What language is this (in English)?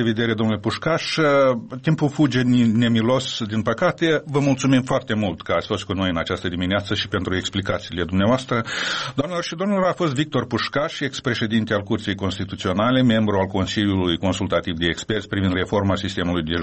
Romanian